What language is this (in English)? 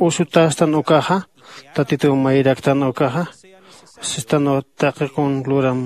Aymara